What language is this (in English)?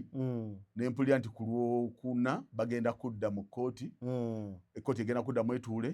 Ganda